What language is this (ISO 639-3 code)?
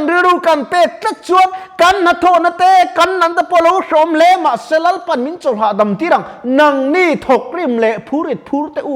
lus